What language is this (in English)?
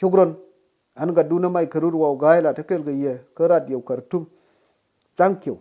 Nuer